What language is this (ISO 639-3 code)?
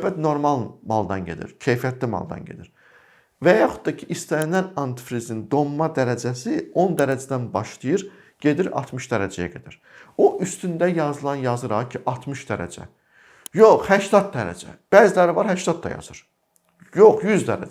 aze